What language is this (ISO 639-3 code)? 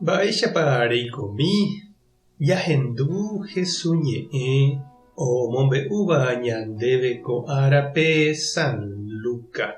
grn